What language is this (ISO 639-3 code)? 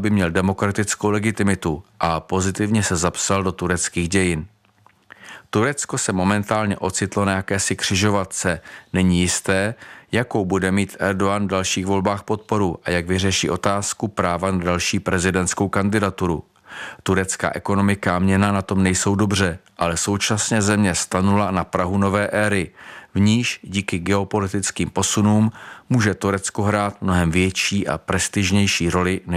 ces